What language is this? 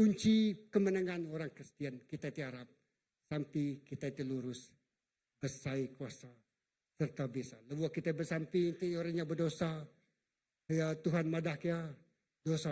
Iban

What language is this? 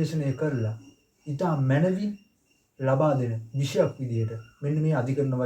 Sinhala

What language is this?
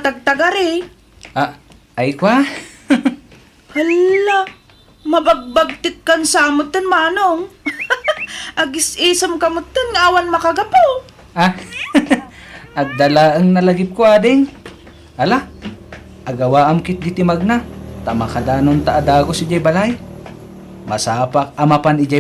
Iloko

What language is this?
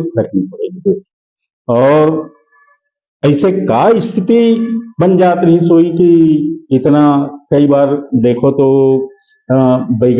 Chhattisgarhi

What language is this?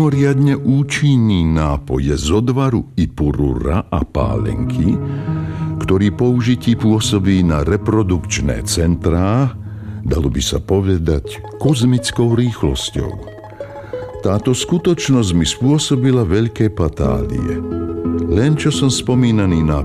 Slovak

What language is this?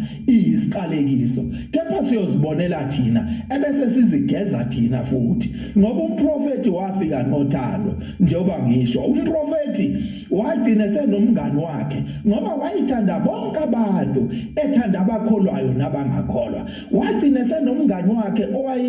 Zulu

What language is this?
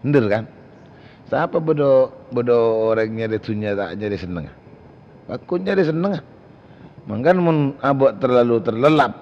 Madurese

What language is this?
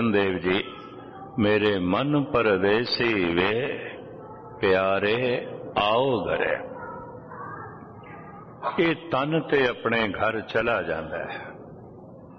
Punjabi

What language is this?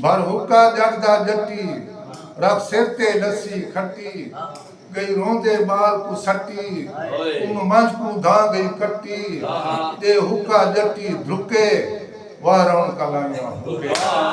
Saraiki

